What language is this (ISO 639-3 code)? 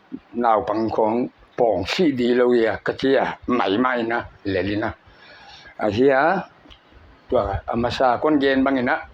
pck